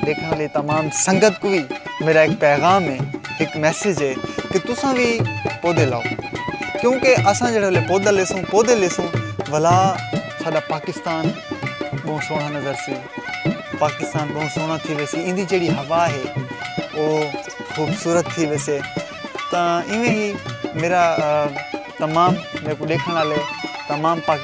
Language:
Saraiki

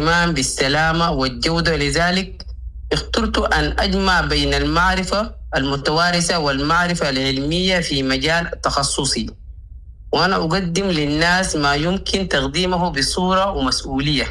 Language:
Sudanese Arabic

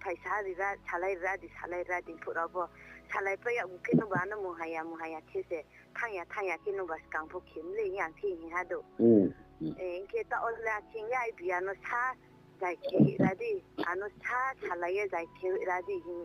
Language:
Riang (India)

